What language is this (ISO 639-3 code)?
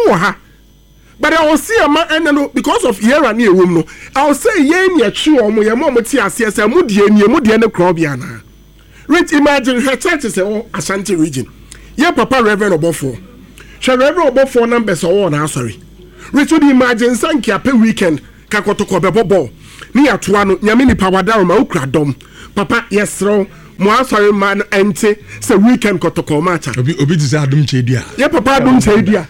aka